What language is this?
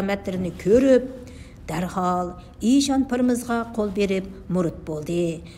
Uyghur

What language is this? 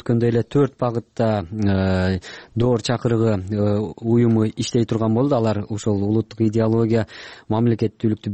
Kyrgyz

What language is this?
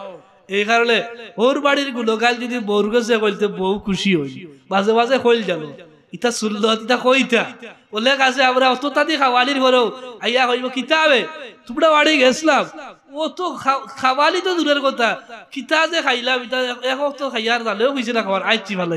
Sylheti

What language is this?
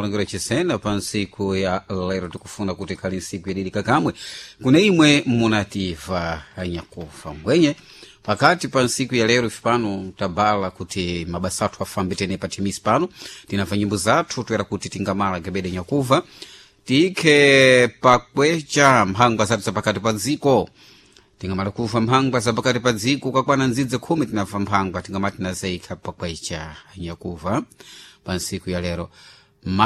Sena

